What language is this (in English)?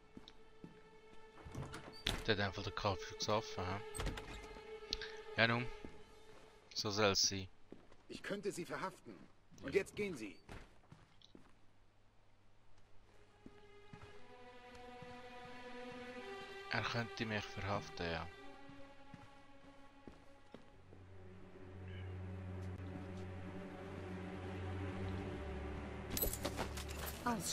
German